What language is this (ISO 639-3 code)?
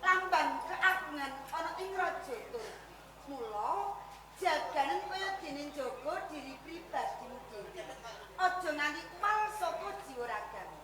jav